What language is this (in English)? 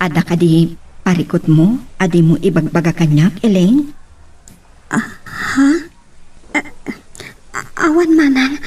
Iloko